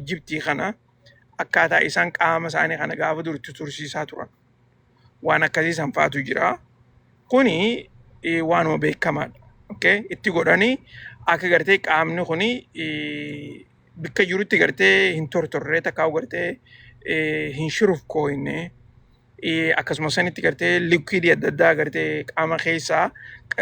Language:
Oromo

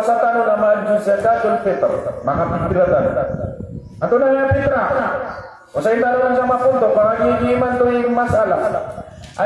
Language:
Maranao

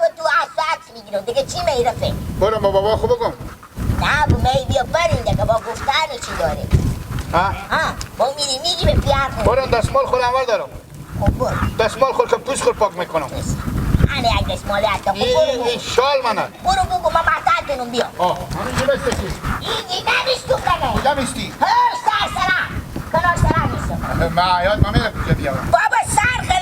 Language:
Hazaragi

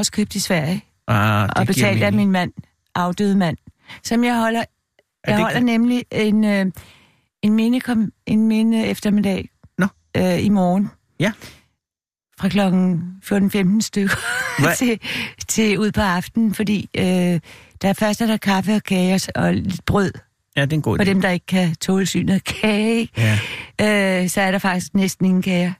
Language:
Danish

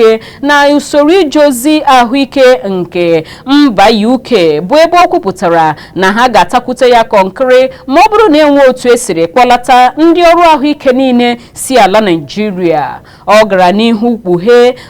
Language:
Igbo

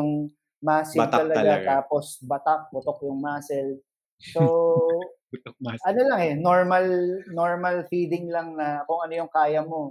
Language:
Filipino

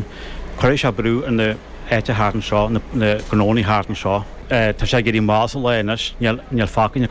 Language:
Irish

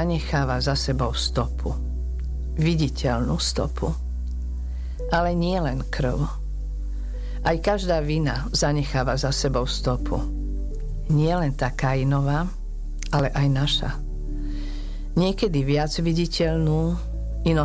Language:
Slovak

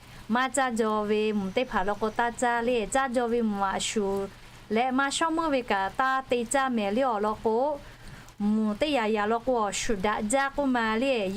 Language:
Lahu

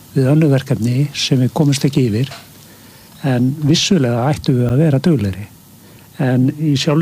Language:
Icelandic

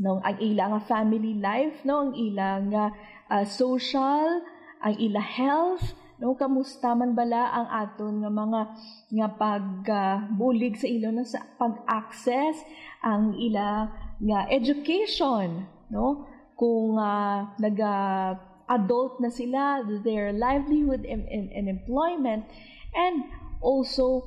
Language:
Hiligaynon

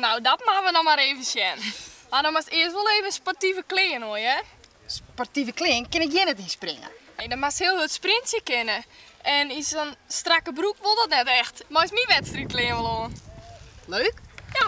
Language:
Western Frisian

